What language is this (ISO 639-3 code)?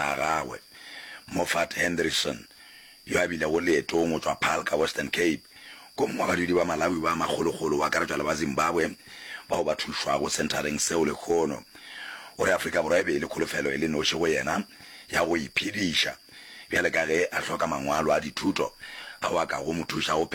nso